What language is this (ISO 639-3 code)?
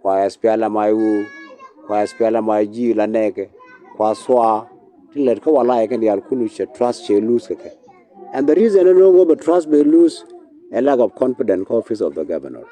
nus